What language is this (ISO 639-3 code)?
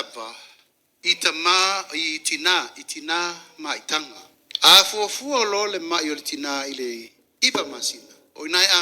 smo